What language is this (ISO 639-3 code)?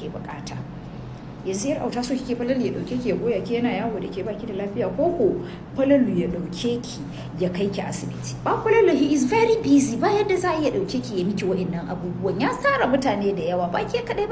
hau